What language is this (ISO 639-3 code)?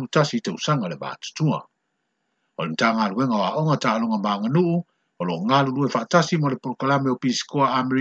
smo